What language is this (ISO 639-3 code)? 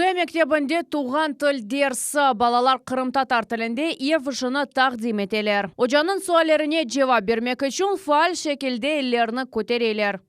crh